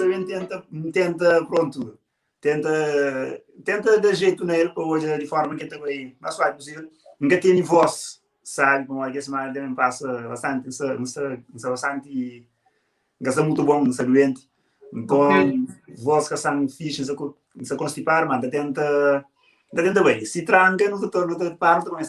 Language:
Kabuverdianu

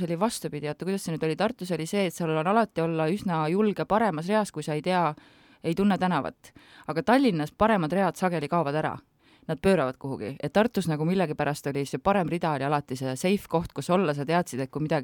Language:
Estonian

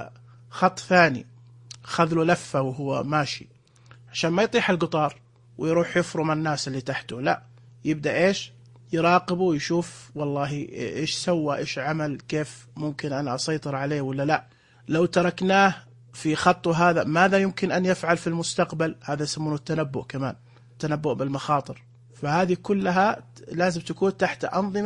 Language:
Najdi Arabic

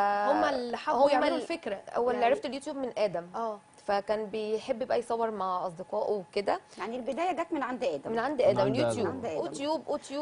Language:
Egyptian Arabic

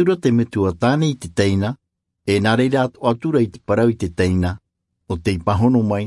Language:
Tahitian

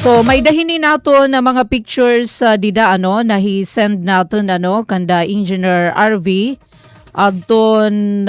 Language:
Waray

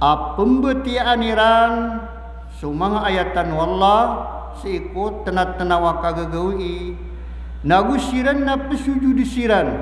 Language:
Maranao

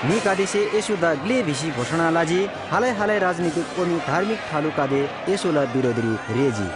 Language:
Eastern Tamang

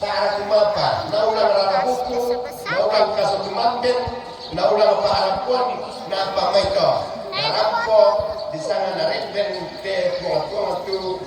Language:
Toraja-Sa'dan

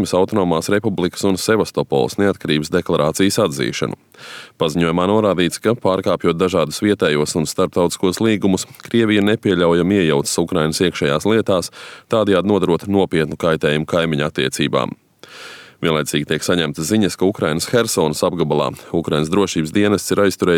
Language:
Latvian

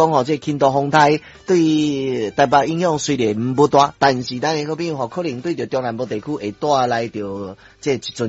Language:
Min Nan Chinese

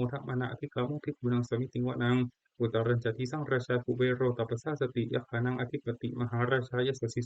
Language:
Pali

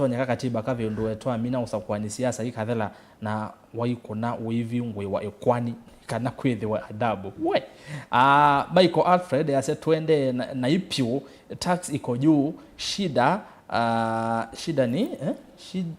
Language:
Kamba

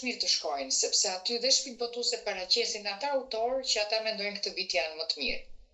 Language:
Albanian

